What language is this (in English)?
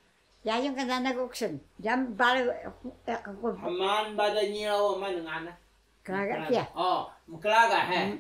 Taroko